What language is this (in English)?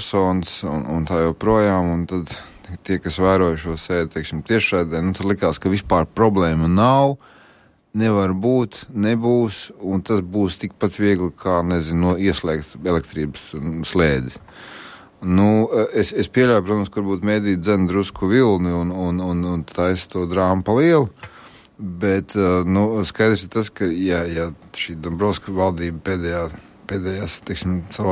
Latvian